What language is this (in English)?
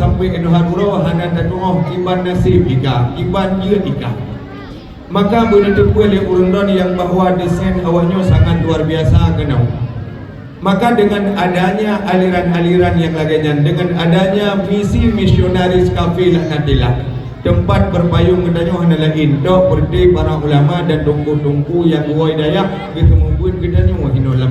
Achinese